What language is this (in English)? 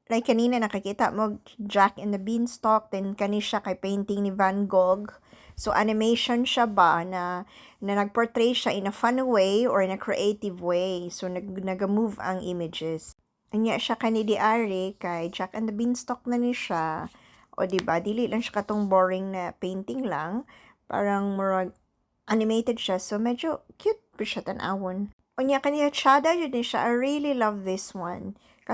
Cebuano